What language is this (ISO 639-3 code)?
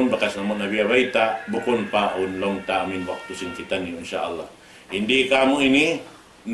tsg